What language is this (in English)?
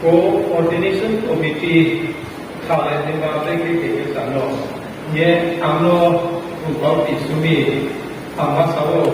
Riang (India)